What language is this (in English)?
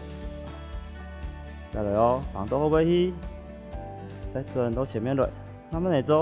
Hakka Chinese